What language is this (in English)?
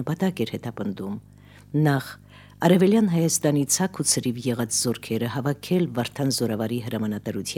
Armenian